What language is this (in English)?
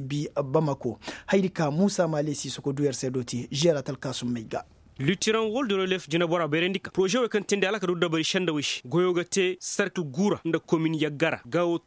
Koyraboro Senni